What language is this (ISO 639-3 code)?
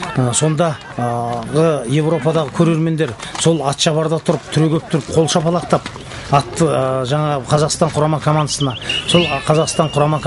kaz